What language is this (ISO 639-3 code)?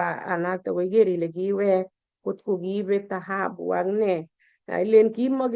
kln